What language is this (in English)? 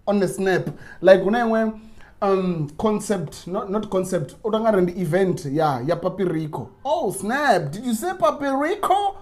Venda